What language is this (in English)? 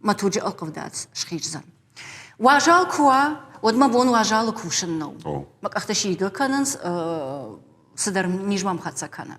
Ossetic